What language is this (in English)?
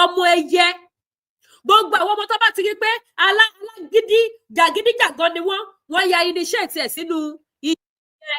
Yoruba